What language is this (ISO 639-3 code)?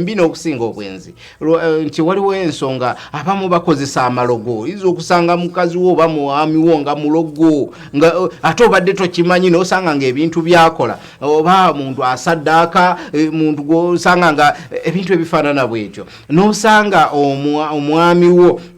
lug